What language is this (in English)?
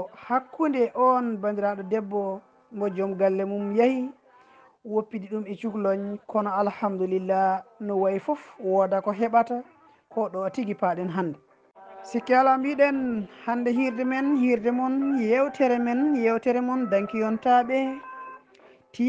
Fula